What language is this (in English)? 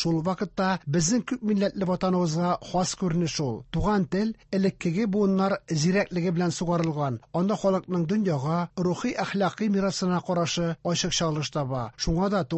Tatar